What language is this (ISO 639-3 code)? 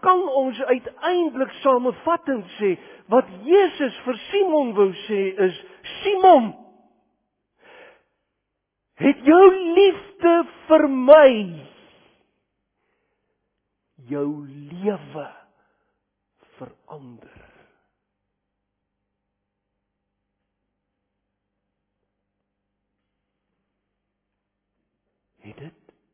afr